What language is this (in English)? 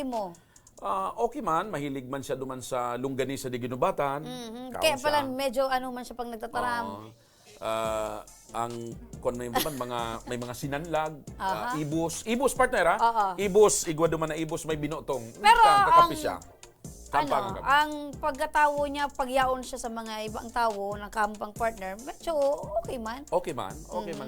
Bikol